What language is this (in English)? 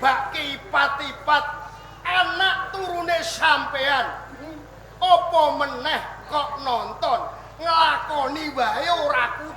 Javanese